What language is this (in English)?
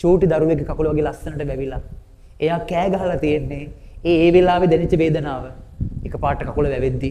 Sinhala